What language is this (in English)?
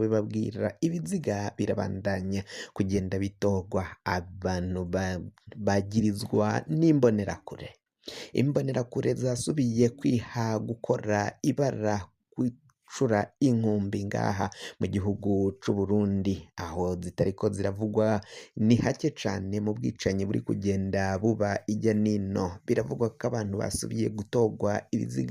Rundi